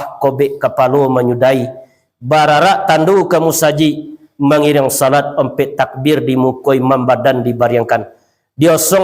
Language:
Minangkabau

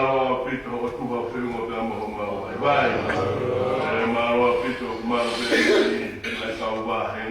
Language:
Tongan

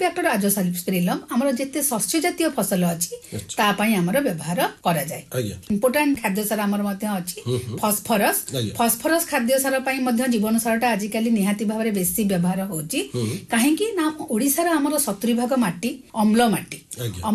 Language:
Odia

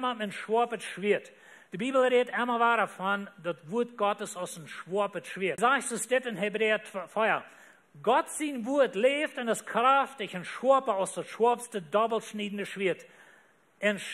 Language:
Plautdietsch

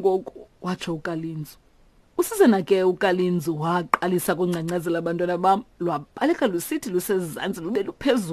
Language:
Xhosa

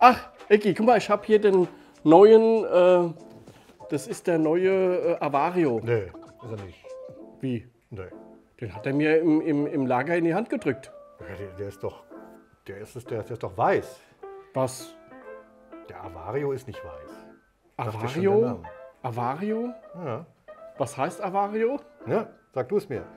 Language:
German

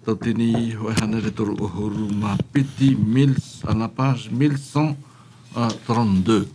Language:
Tahitian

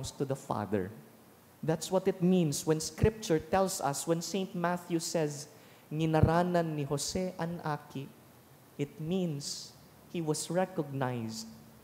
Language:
Bikol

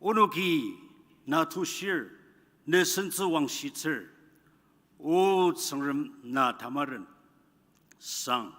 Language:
Ao Naga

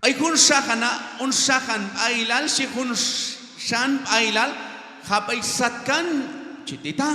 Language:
Q'anjob'al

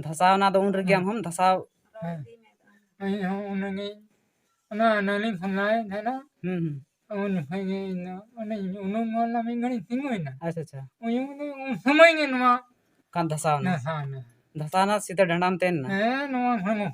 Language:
Santali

